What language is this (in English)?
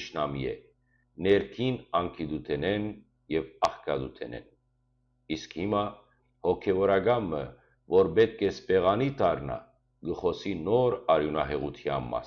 Western Armenian